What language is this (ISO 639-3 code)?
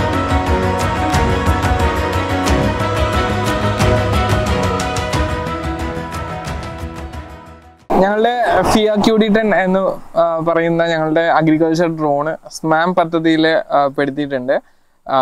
mal